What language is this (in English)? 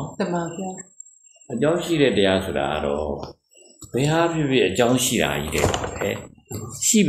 Burmese